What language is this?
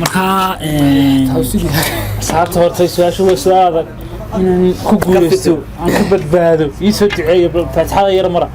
Somali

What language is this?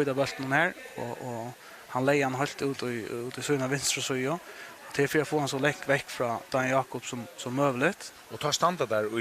Faroese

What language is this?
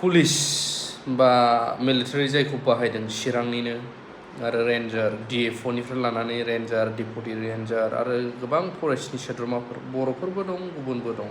Bodo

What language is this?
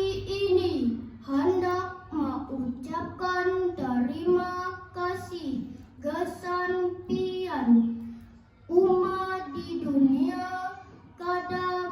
Banjar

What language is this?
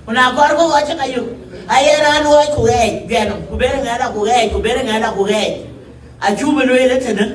Dinka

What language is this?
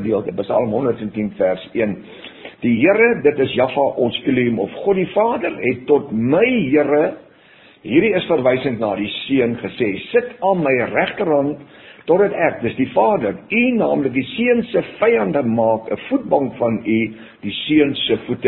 Afrikaans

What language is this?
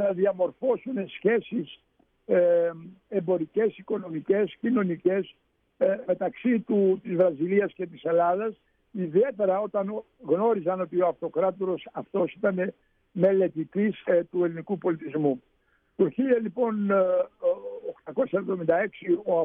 Greek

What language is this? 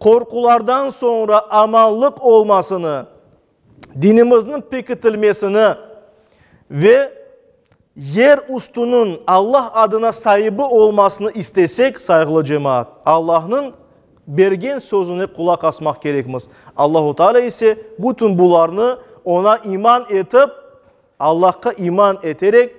Crimean Tatar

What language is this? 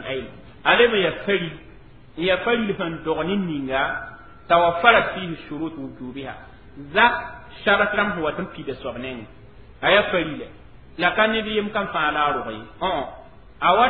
Mossi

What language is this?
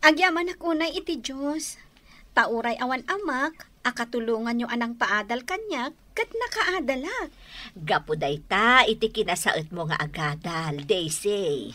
Iloko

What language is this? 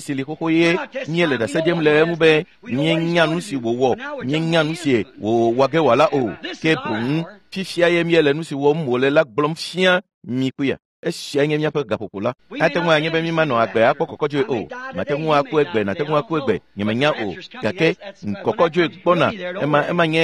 Ewe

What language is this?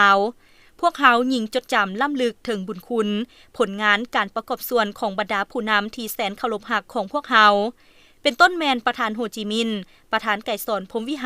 Lao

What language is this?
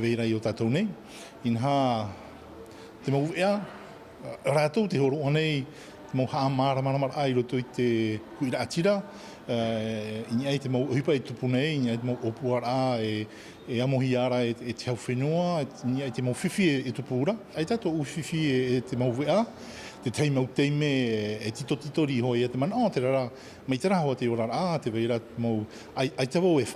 Tahitian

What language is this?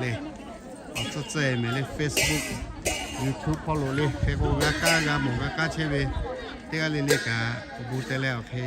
Lahu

